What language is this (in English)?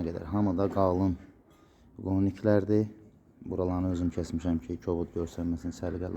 Azerbaijani